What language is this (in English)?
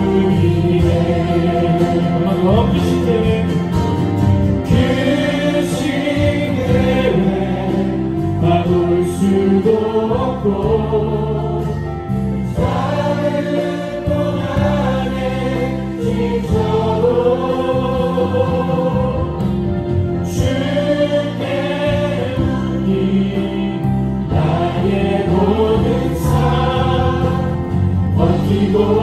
Korean